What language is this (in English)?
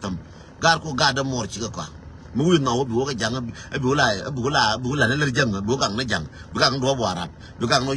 Nuer